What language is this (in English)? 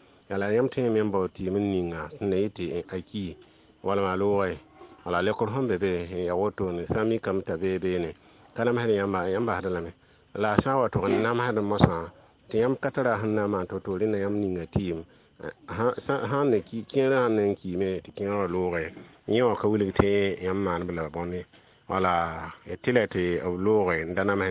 Mossi